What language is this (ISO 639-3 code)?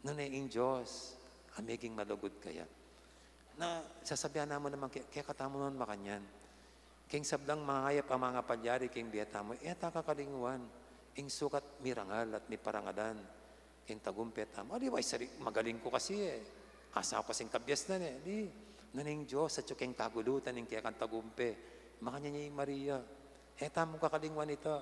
pam